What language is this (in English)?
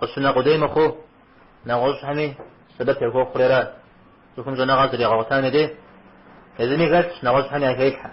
Kabardian